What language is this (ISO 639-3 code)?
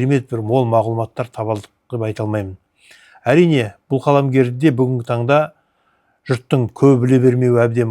kaz